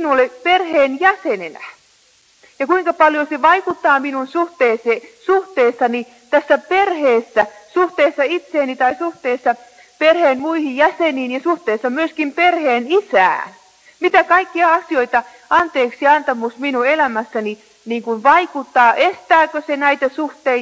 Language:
Finnish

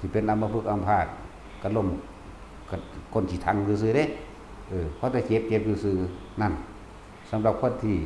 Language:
Lao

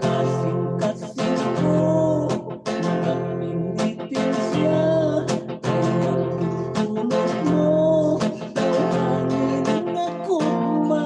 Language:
Hiligaynon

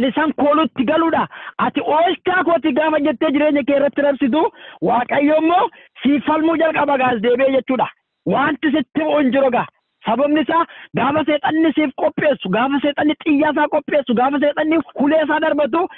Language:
Oromo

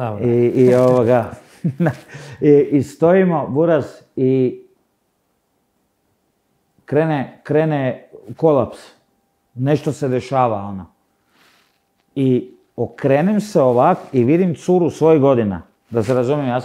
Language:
Croatian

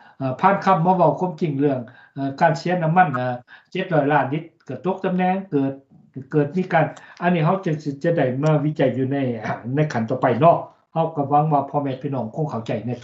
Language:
Lao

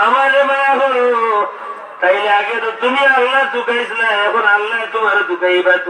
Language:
Sylheti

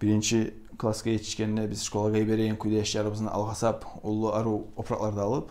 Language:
Kumyk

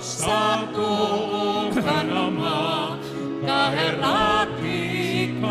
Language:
Bikol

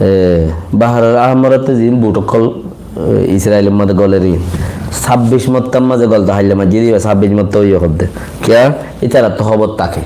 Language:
Rohingya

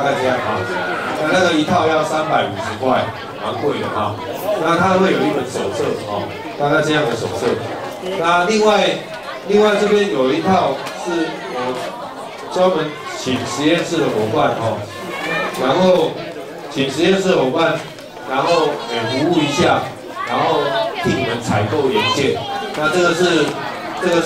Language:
Chinese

